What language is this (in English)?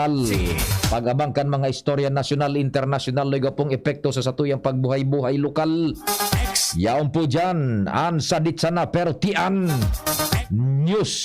Bikol